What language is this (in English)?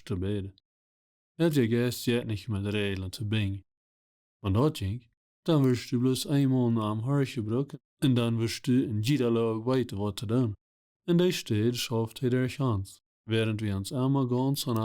Plautdietsch